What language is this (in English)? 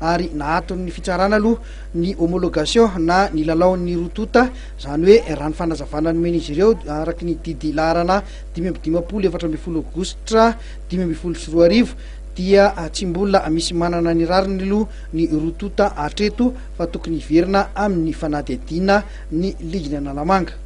Malagasy